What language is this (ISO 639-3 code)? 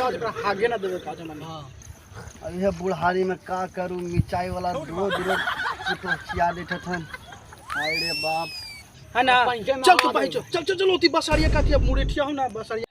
mag